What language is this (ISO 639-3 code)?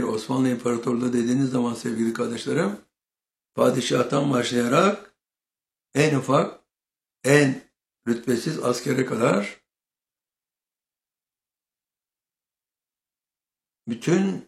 tur